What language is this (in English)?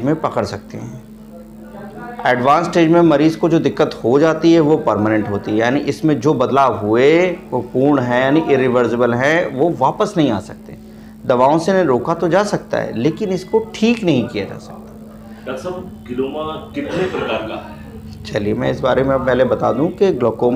Hindi